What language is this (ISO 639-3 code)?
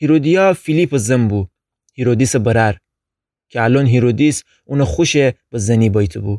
glk